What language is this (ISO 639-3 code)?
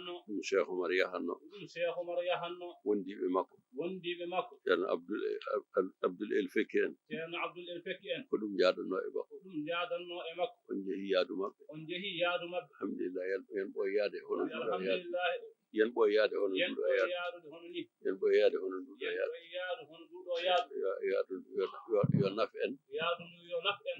ful